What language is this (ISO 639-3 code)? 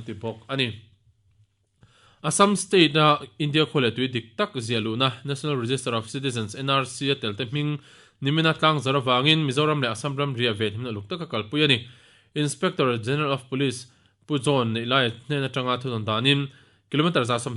lus